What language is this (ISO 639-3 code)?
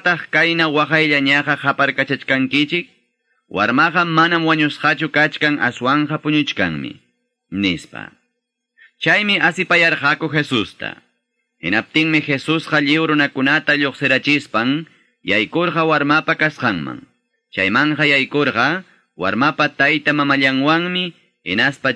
que